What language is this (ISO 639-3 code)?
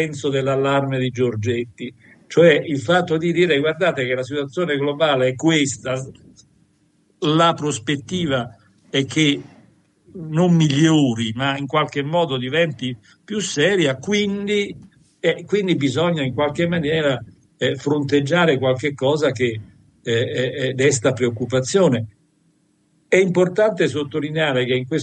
ita